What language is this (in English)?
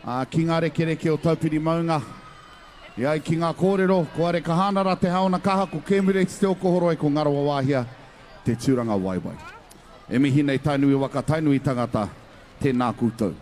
Māori